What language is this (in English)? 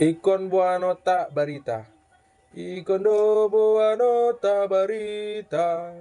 Batak Toba